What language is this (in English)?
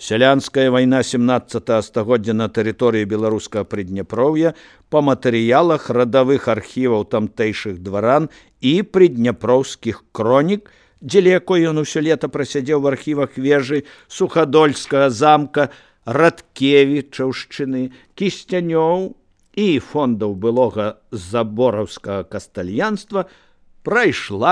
Belarusian